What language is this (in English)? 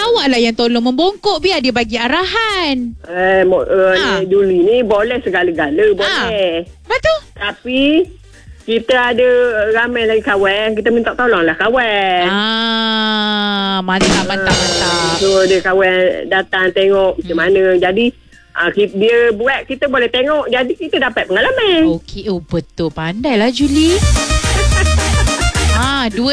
Malay